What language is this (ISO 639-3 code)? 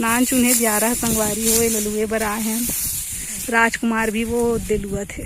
hne